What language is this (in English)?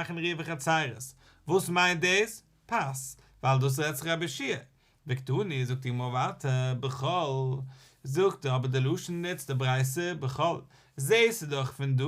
Yiddish